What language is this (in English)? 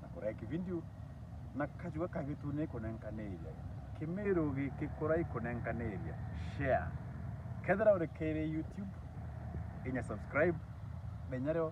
Meru